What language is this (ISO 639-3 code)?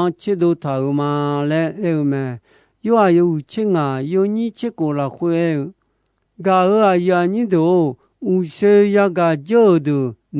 ahk